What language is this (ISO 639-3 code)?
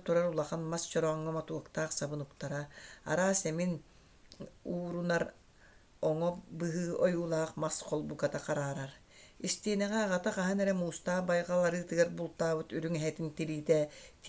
sah